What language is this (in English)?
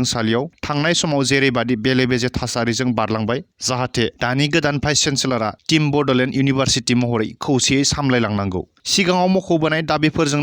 Bodo